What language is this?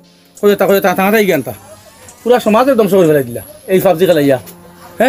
Sylheti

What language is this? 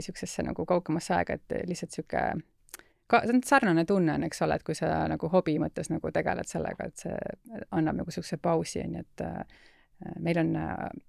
Estonian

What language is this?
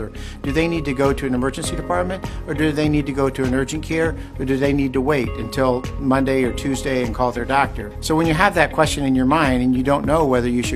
English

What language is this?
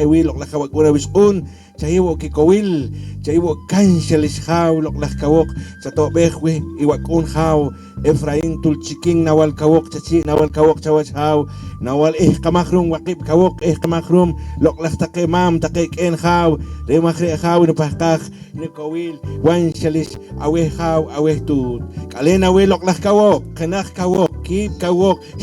Poqomchi'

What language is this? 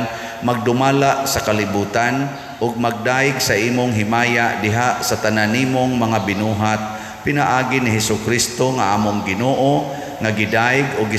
Cebuano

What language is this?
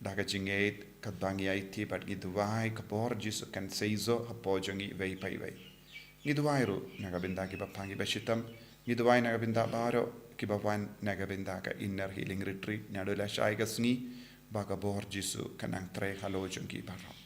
Khasi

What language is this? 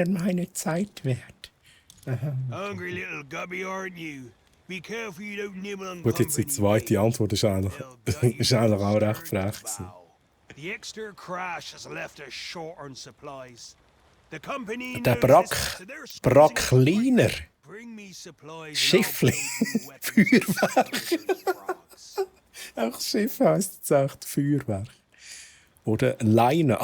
Swiss German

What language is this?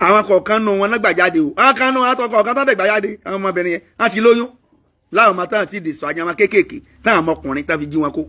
Yoruba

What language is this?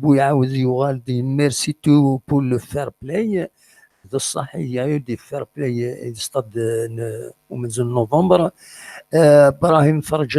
Kabyle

